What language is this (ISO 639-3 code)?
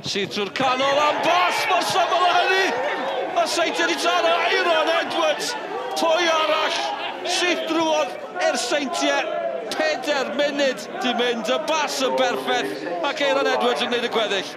cym